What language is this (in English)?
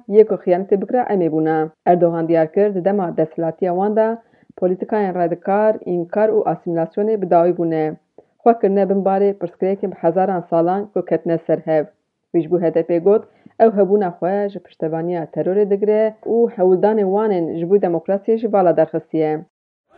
Kurdish